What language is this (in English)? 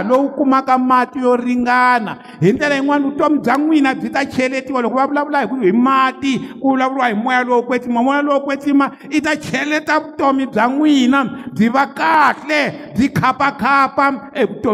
Tsonga